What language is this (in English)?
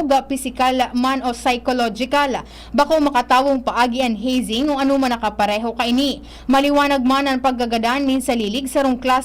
Bikol